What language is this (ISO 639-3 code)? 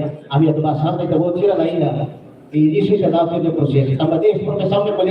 tet